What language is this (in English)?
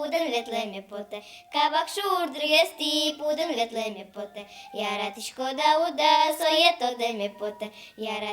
Udmurt